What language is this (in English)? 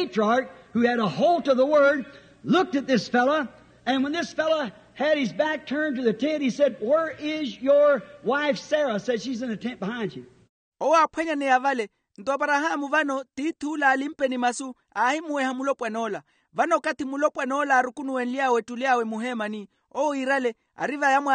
Makhuwa